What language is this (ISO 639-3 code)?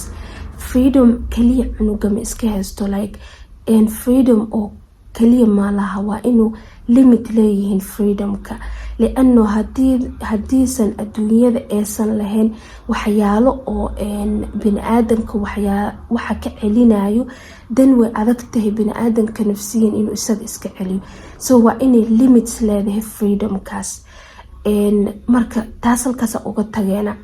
som